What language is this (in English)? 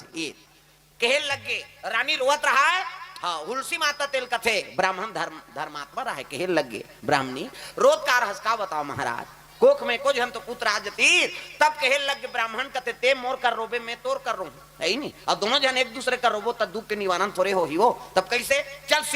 Chhattisgarhi